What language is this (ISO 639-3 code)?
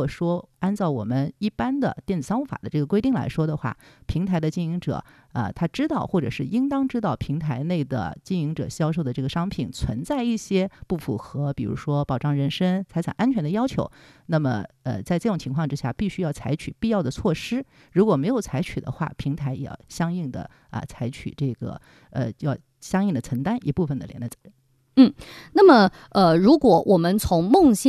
zho